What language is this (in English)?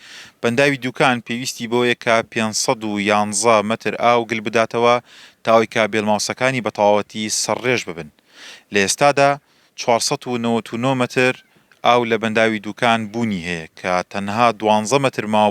Central Kurdish